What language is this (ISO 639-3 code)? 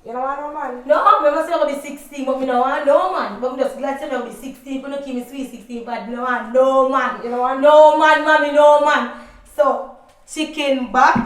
jam